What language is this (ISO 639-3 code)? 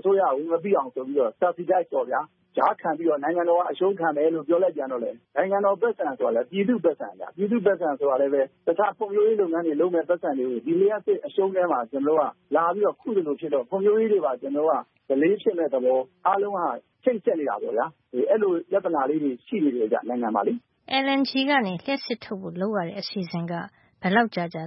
mya